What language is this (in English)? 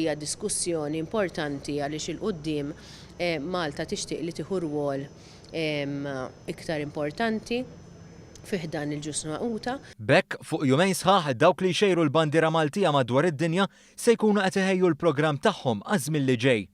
Maltese